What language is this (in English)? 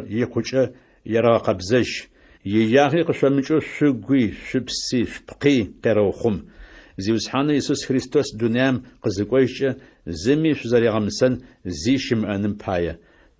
Adyghe